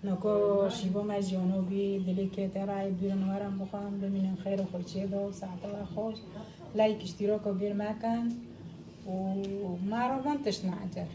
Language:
Kurdish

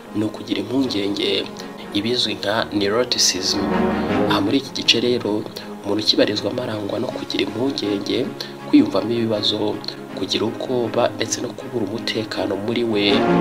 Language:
Kinyarwanda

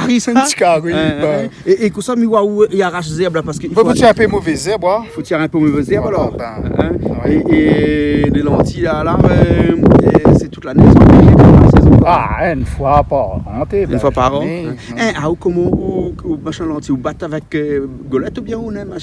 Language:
Réunion Creole French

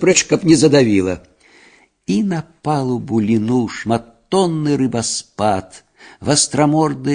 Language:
Belarusian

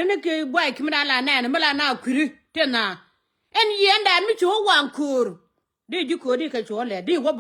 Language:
Nuer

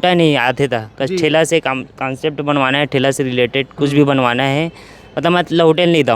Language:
Chhattisgarhi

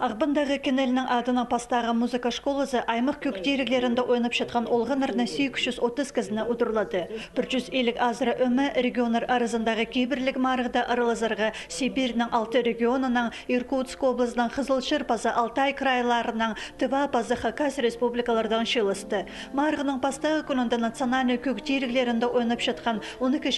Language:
Khakas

